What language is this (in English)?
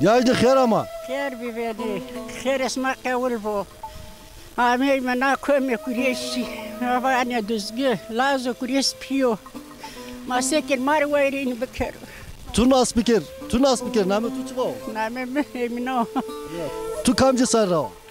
Zaza